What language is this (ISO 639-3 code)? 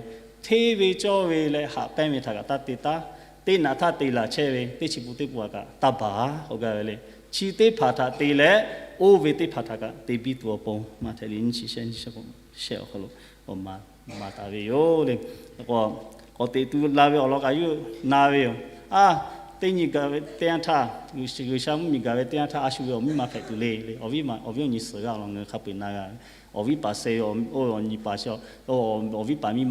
lhu